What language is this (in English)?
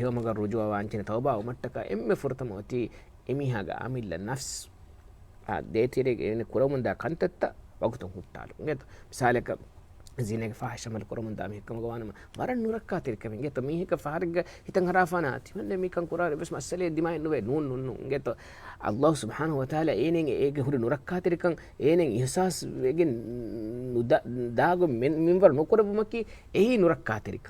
Divehi